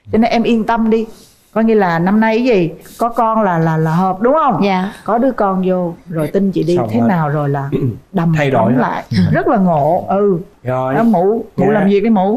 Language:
Vietnamese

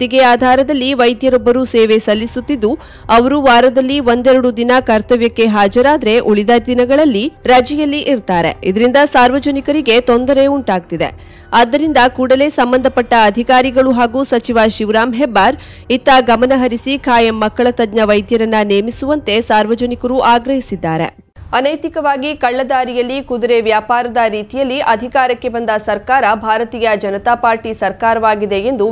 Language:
Kannada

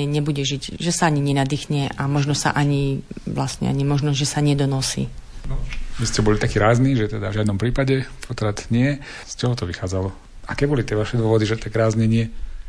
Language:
Slovak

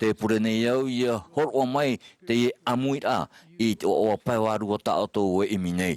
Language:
Tahitian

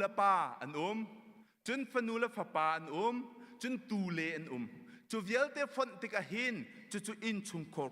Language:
Hakha Chin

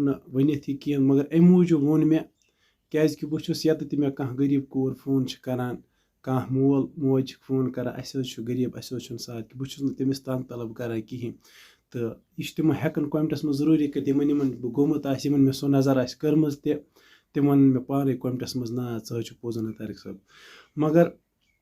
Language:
Kashmiri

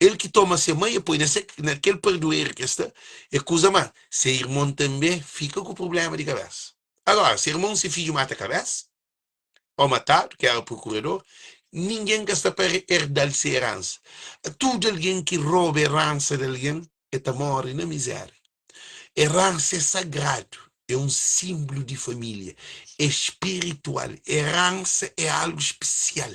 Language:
Kabuverdianu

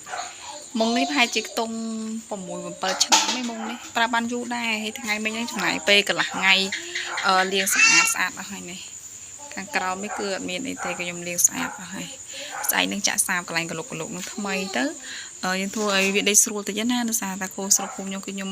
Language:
Khmer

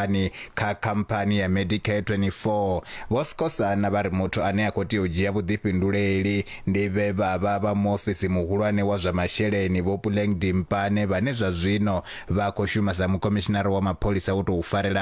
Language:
Venda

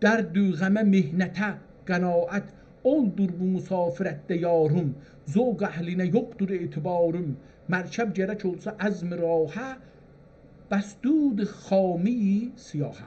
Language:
South Azerbaijani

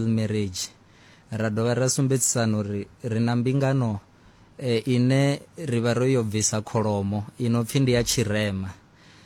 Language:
Venda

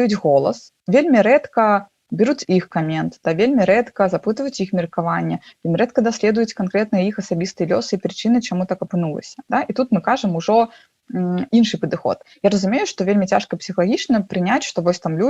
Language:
Belarusian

